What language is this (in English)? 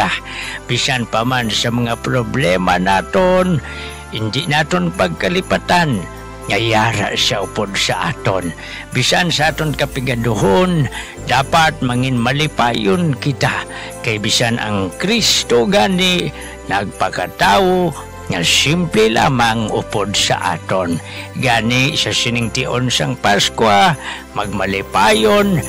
Hiligaynon